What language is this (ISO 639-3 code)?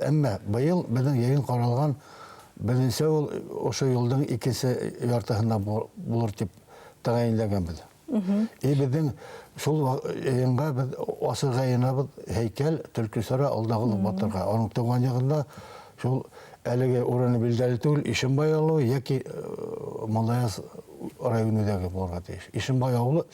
bak